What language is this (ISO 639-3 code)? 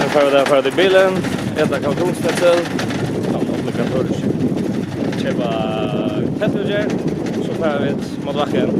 fao